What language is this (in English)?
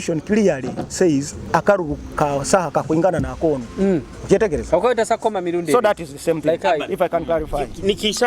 Nyoro